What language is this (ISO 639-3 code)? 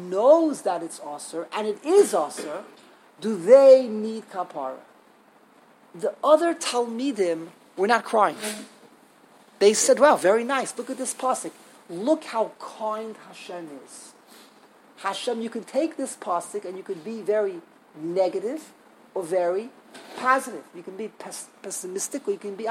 eng